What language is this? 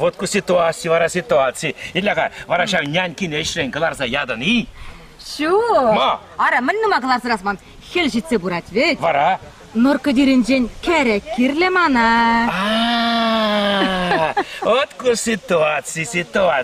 Chuvash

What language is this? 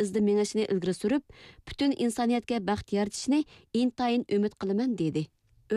Uyghur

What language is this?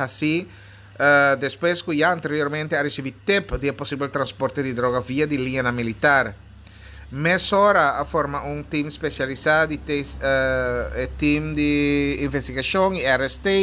Papiamento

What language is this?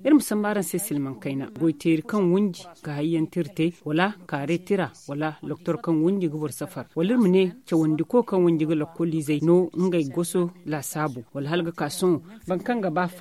Zarma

